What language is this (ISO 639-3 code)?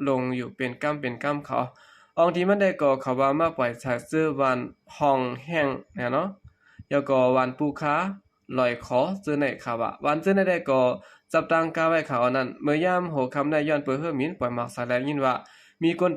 shn